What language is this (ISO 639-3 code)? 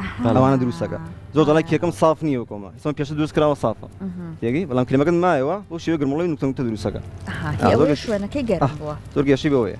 ckb